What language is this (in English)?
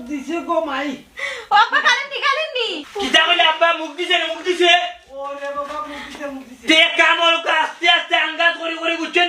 Sylheti